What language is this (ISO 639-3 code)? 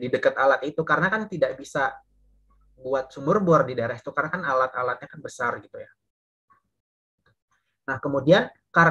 ind